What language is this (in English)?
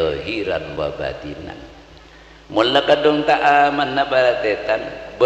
Madurese